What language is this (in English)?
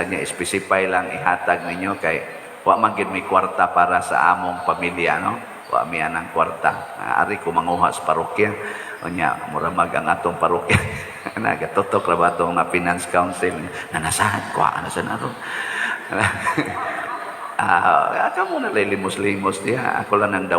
Cebuano